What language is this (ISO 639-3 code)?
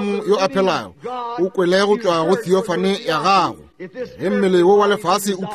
nso